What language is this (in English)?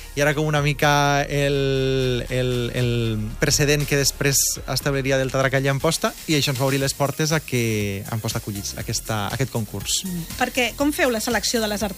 Catalan